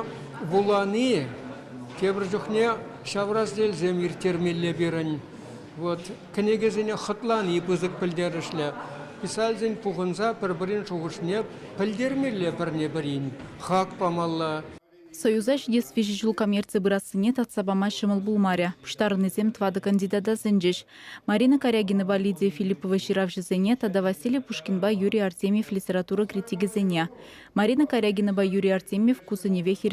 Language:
Chuvash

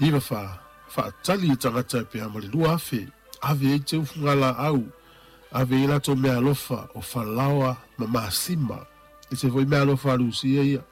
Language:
Samoan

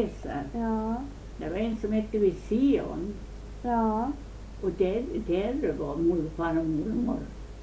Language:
Swedish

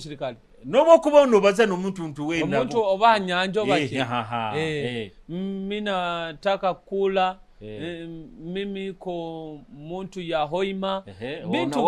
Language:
Nyoro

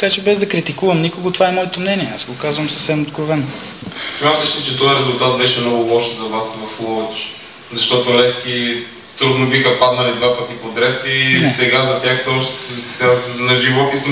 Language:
Bulgarian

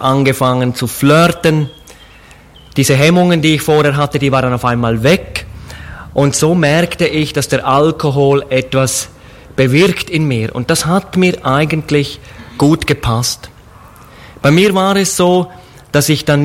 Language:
German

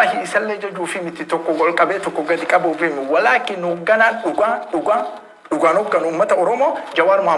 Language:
Oromo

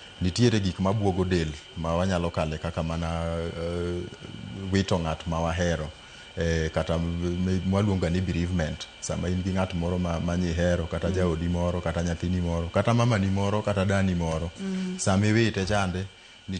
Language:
Luo (Kenya and Tanzania)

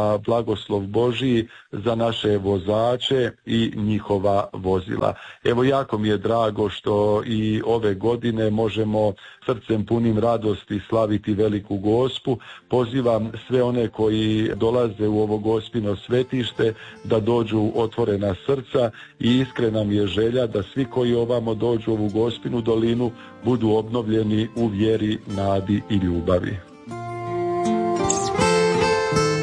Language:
Croatian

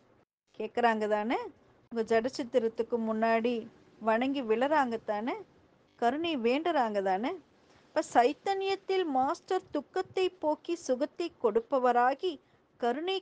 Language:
Tamil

